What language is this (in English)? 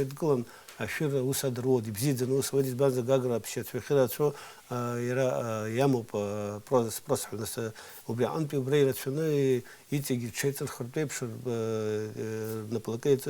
Abkhazian